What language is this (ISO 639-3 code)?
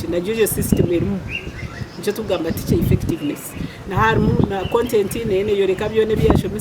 nyn